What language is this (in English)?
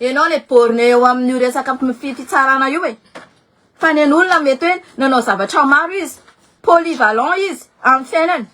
Malagasy